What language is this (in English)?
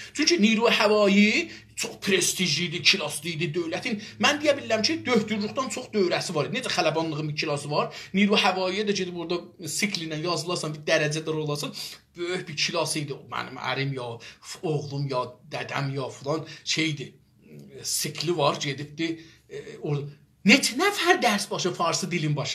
South Azerbaijani